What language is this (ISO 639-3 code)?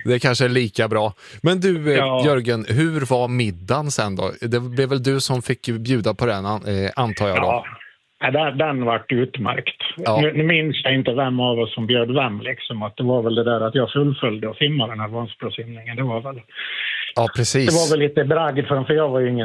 swe